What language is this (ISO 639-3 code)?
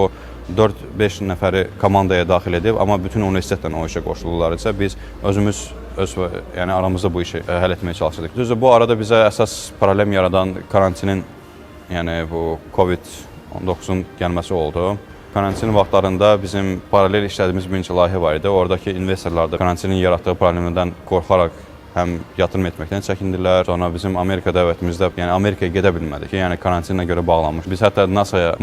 aze